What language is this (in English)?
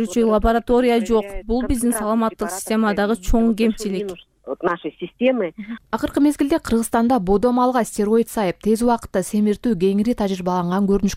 Kyrgyz